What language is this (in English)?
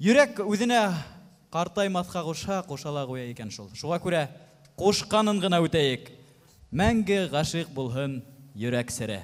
Bashkir